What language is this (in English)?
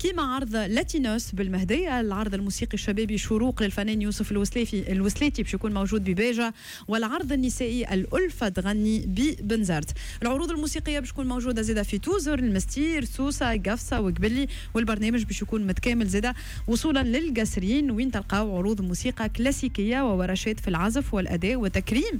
Tunisian Arabic